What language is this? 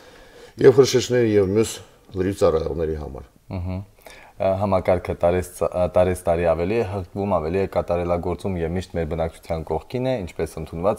Armenian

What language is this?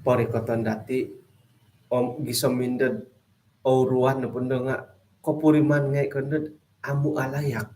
Central Dusun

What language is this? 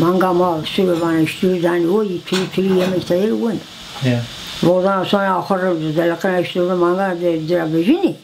Zaza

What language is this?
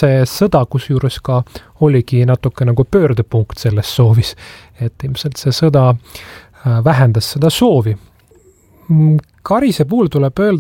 Estonian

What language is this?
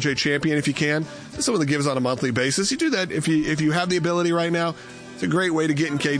English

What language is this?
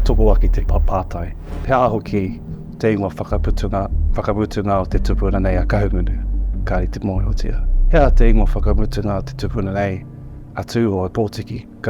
Māori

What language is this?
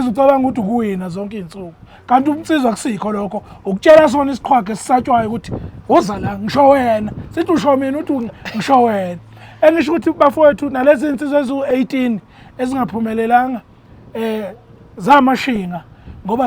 Zulu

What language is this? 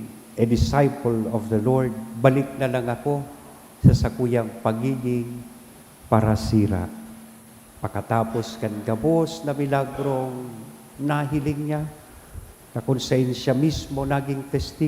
Bikol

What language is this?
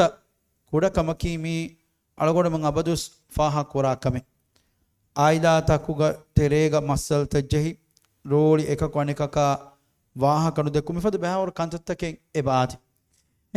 Divehi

